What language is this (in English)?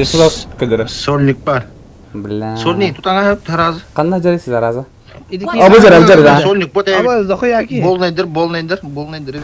Yakut